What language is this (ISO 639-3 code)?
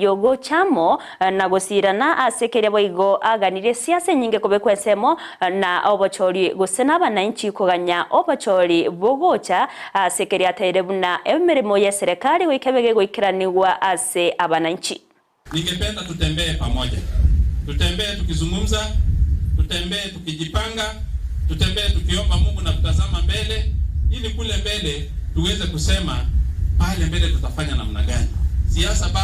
guz